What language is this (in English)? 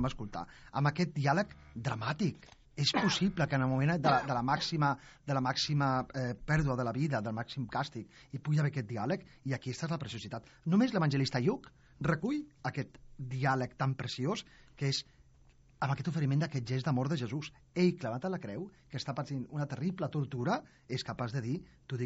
Catalan